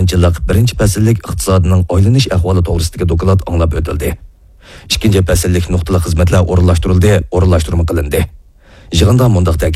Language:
Uyghur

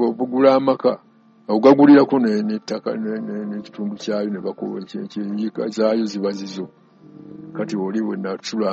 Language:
Ganda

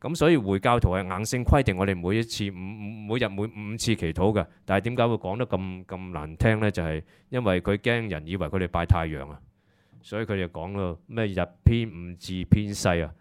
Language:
Cantonese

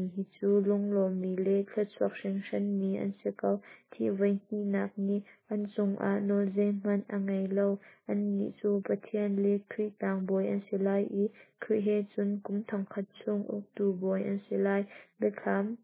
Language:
Hakha Chin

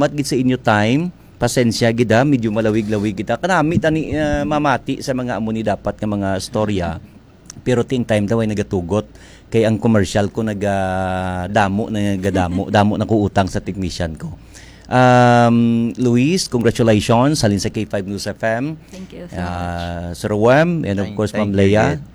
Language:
Hiligaynon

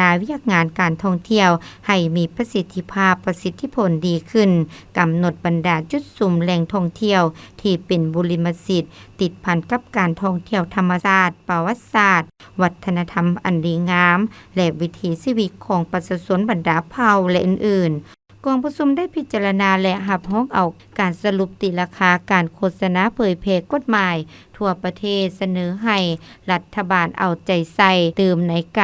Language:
Lao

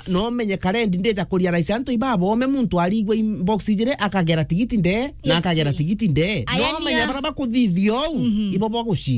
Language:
Meru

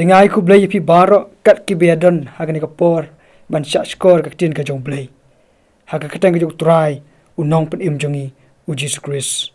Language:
Khasi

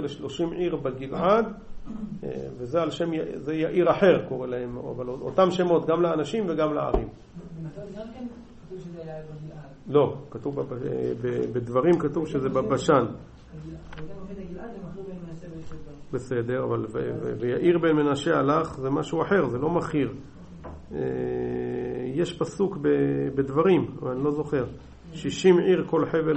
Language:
Hebrew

